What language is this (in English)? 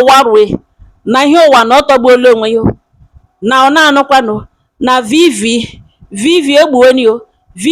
Igbo